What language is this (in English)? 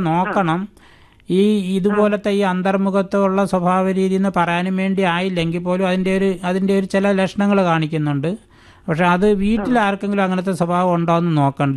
Malayalam